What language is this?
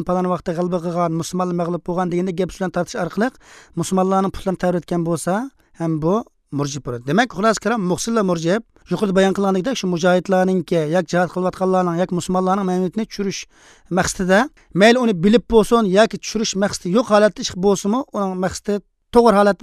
Uyghur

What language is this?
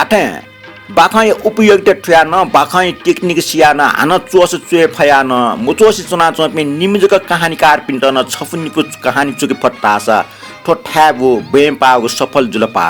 Newari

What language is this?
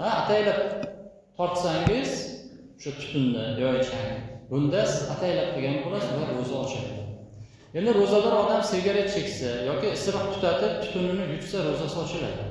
Uzbek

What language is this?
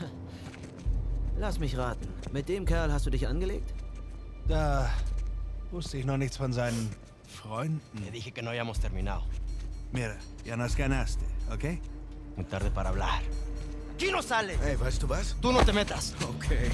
Swiss German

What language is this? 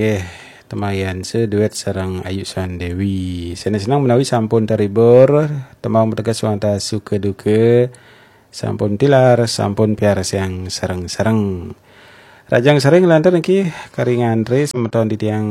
Balinese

